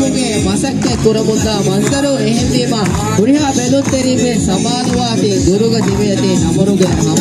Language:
Divehi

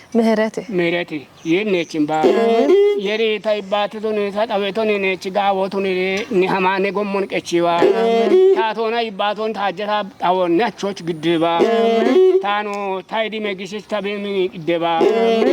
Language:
Kafa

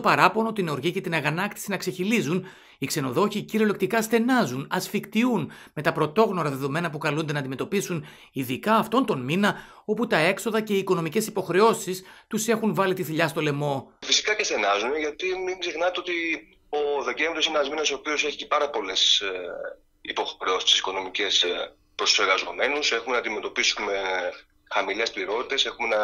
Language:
Greek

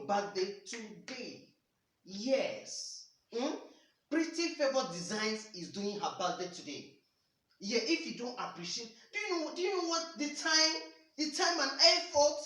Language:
Nigerian Pidgin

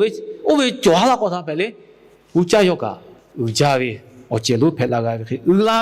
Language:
Lahu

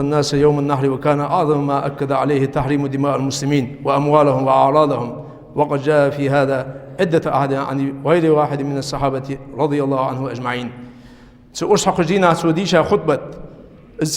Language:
Ingush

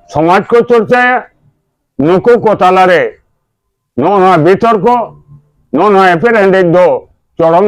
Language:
Santali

